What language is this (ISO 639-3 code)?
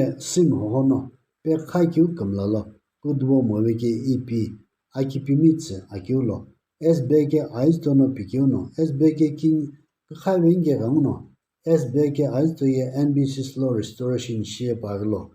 nsm